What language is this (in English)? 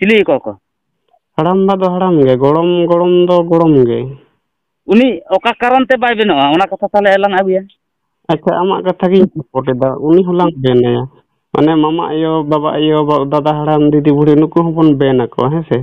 Santali